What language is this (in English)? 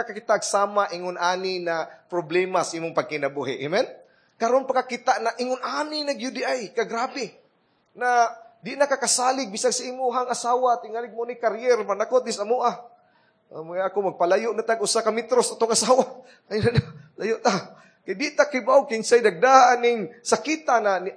Cebuano